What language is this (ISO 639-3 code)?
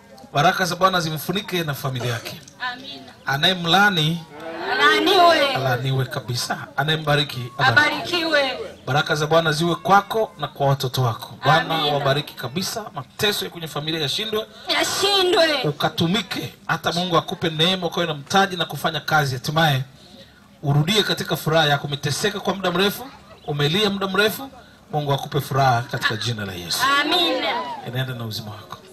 swa